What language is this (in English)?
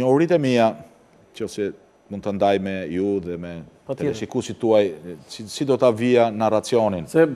Albanian